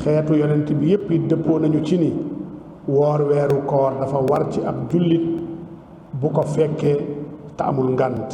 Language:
Wolof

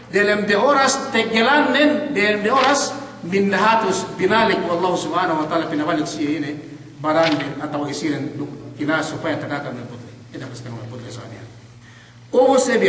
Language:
Yakan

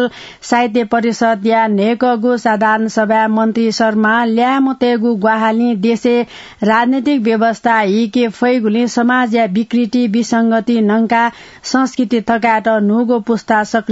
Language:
Newari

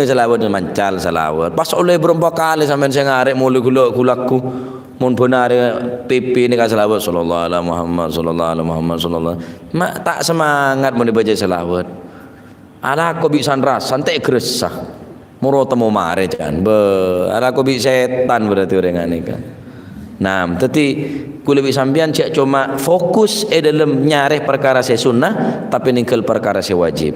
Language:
Madurese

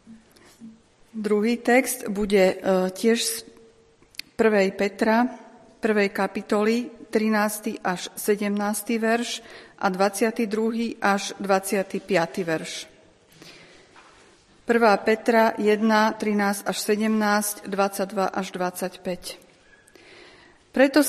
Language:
Slovak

